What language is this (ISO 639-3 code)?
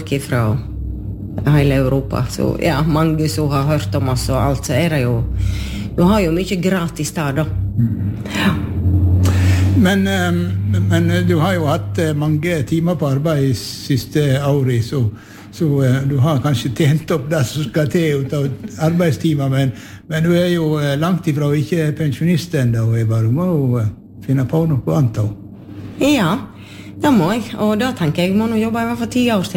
nor